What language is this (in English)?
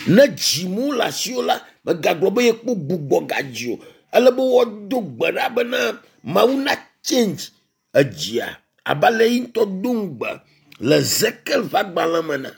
Ewe